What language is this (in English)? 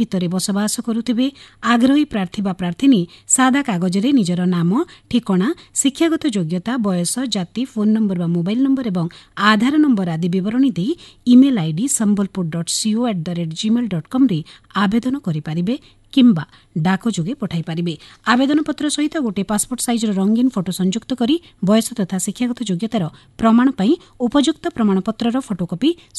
Odia